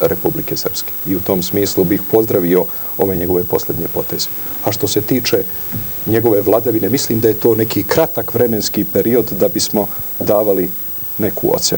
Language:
Serbian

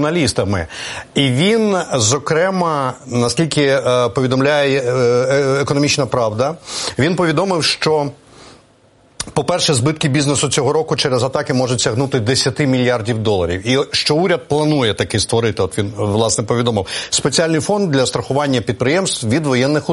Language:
Ukrainian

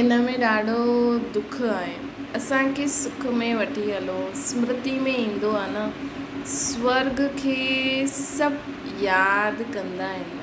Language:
Sindhi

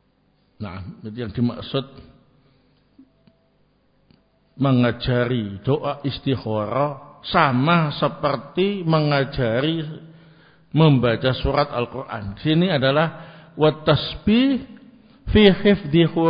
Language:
Indonesian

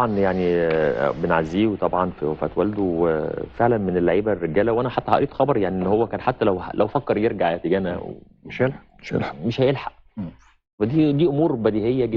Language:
Egyptian Arabic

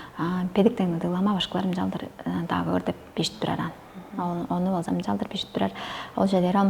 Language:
Tuvinian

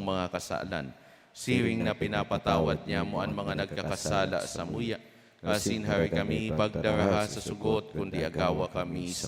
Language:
Bikol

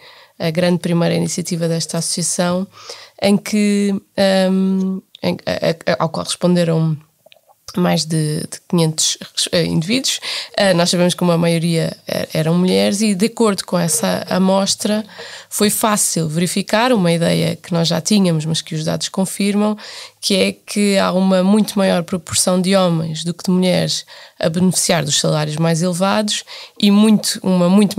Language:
Portuguese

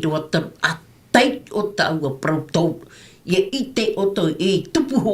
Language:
Tahitian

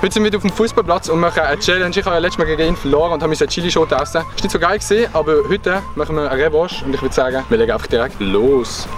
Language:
Swiss German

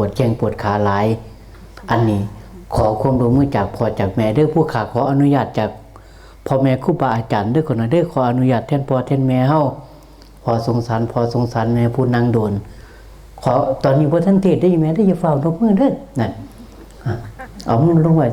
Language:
Northeastern Thai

